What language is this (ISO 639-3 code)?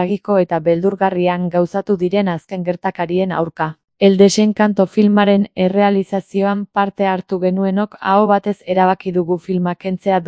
eus